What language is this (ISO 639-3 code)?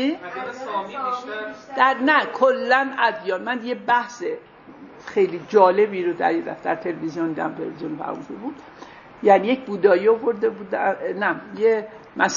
fas